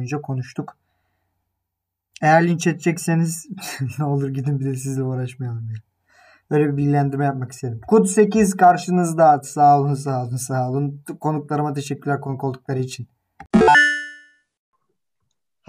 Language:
Turkish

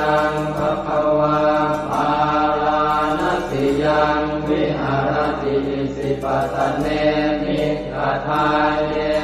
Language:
Pali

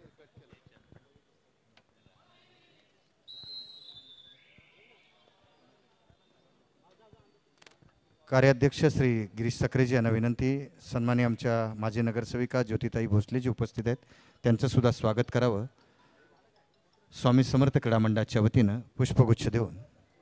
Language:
Marathi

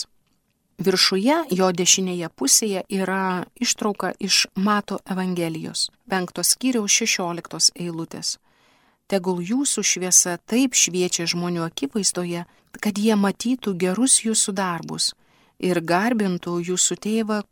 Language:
Lithuanian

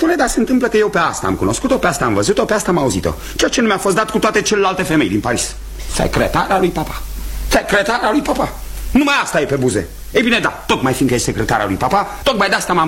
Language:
Romanian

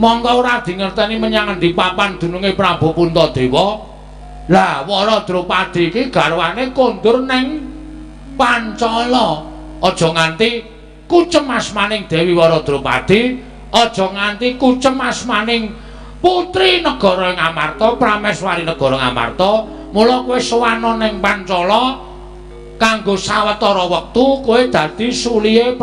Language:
Javanese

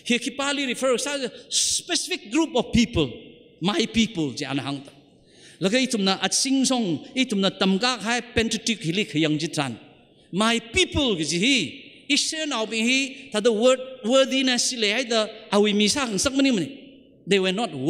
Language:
Tangkhul Naga (India)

